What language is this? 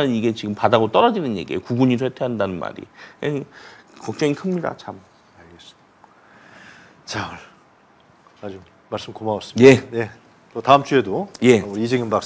Korean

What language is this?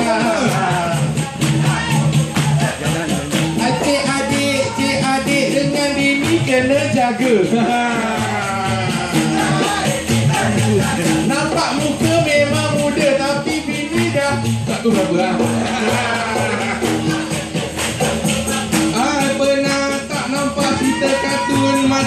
Malay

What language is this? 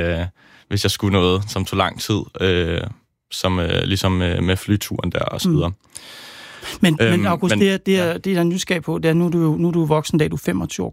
Danish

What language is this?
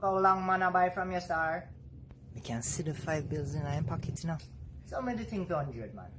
Jamaican Creole English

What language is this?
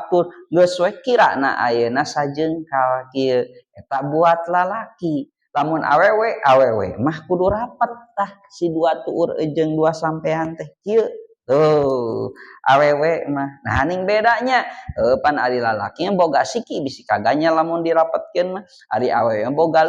Sundanese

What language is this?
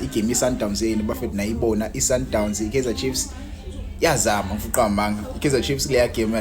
Zulu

